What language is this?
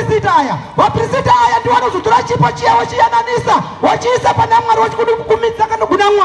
Shona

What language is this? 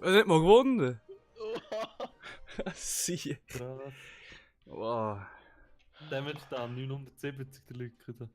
Swiss German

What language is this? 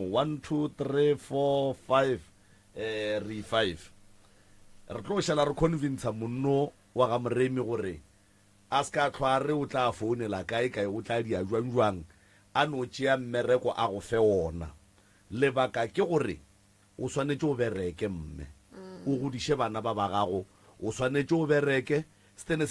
Northern Sotho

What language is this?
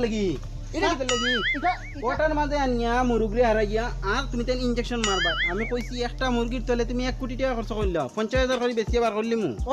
Sylheti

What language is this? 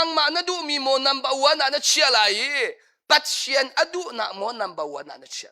Hakha Chin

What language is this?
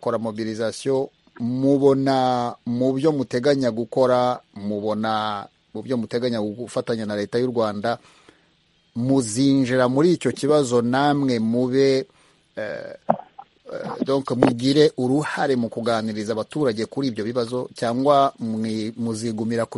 Kinyarwanda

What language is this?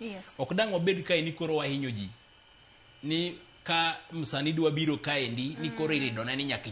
Luo (Kenya and Tanzania)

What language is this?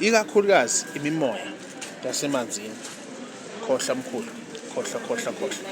Zulu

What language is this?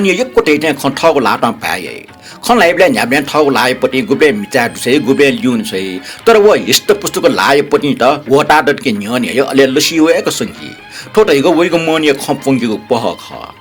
Newari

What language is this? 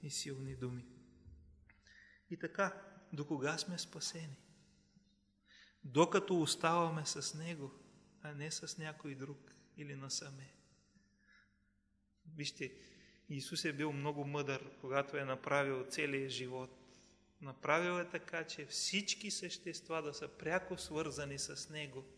Bulgarian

